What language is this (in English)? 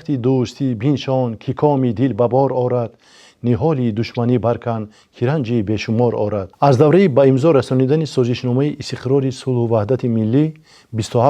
Tajik